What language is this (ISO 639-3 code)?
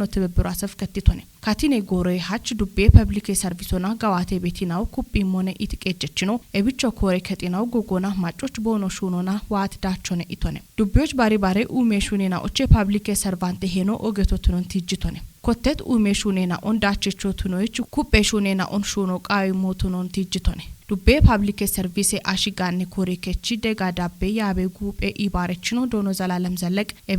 kbr